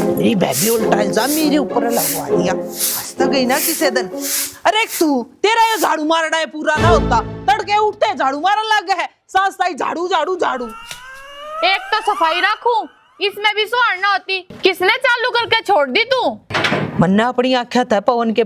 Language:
Haryanvi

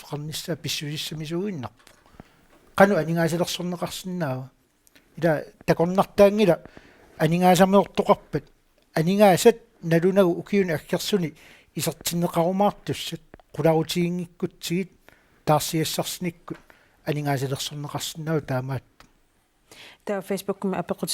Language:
Kalaallisut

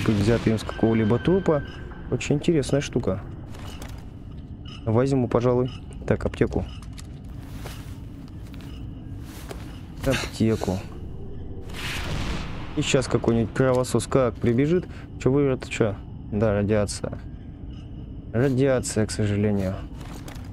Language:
Russian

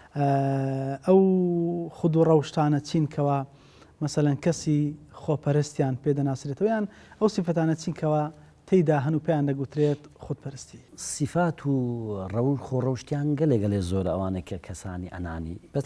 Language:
Central Kurdish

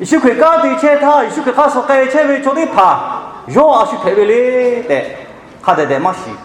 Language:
Lahu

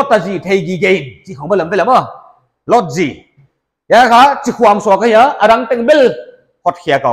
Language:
Paite Chin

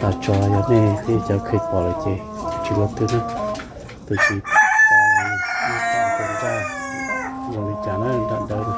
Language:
Hmong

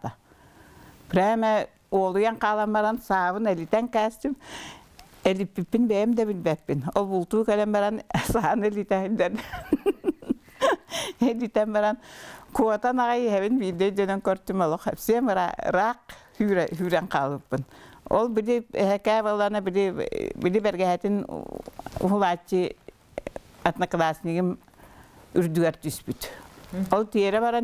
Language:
Yakut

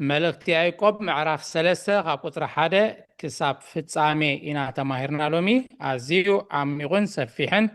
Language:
Tigrinya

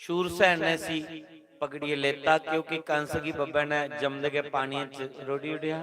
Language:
Dogri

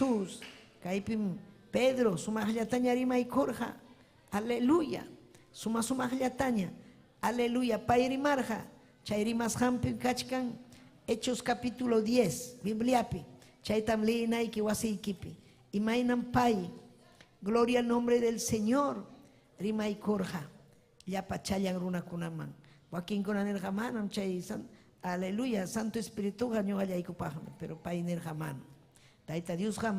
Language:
Ayacucho Quechua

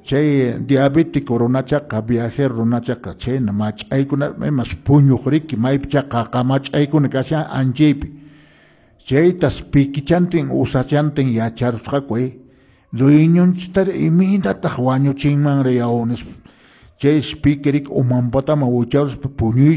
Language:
Quechua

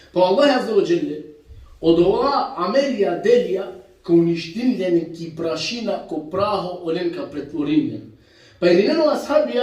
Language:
Balkan Romani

